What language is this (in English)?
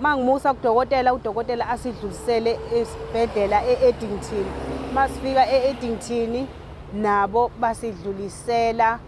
Zulu